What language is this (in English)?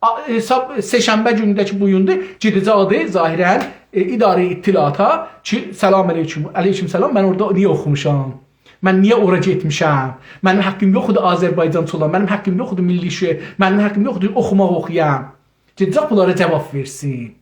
South Azerbaijani